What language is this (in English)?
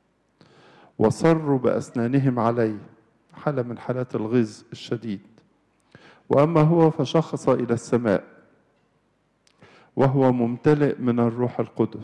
Arabic